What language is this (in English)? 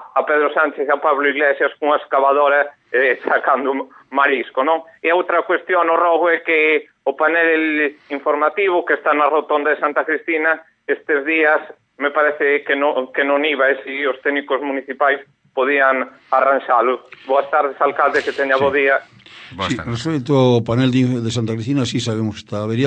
Galician